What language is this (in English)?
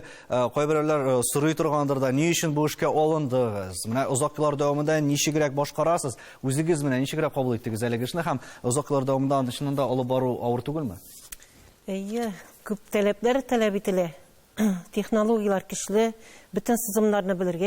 Tatar